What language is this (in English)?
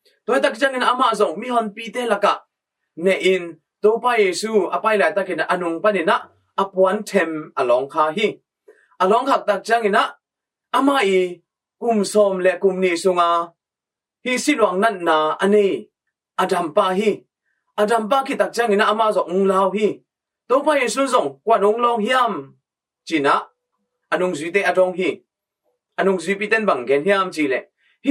Tedim Chin